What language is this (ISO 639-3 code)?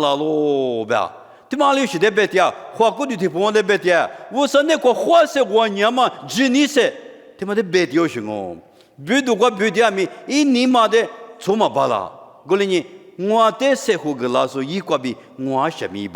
lis